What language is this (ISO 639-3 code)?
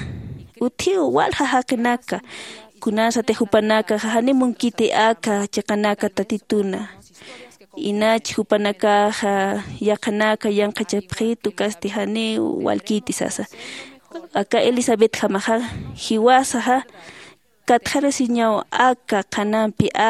aym